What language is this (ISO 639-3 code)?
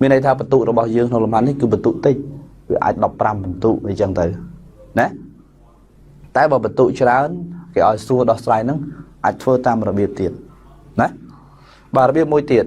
khm